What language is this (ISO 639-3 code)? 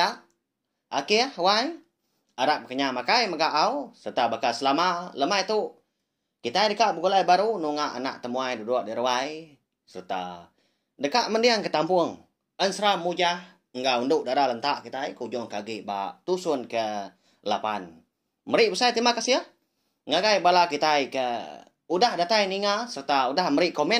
iba